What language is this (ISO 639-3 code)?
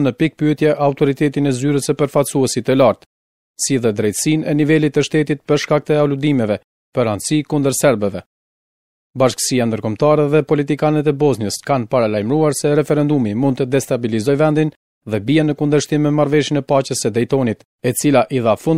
sqi